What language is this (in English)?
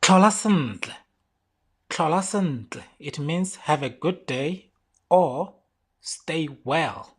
Tswana